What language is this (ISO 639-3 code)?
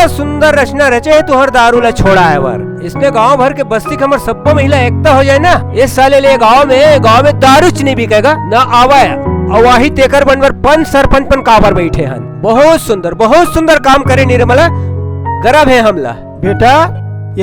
hne